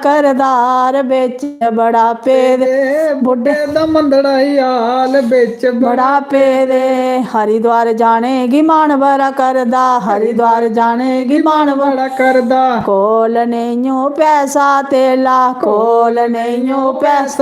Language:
Dogri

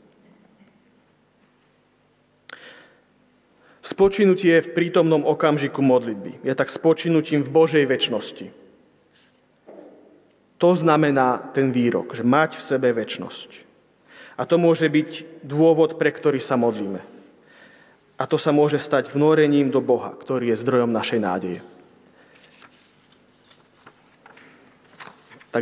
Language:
Slovak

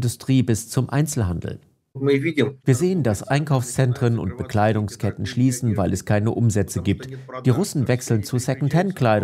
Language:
German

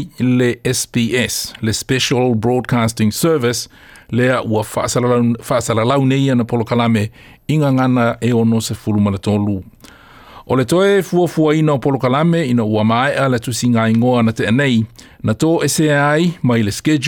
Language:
Samoan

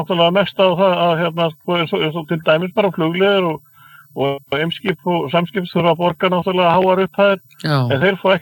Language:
Icelandic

